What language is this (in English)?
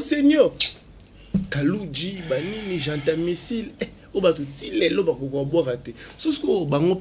Lingala